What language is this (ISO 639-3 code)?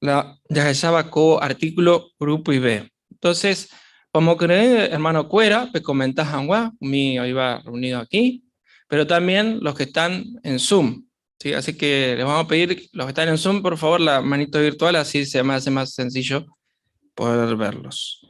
grn